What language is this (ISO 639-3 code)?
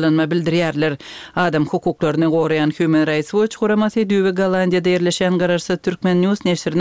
tuk